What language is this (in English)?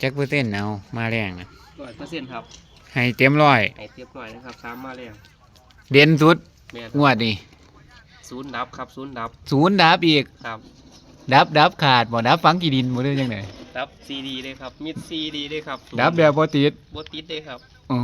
Northeastern Thai